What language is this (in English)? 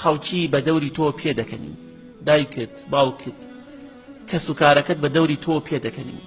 Central Kurdish